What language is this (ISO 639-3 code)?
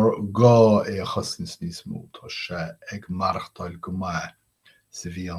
gle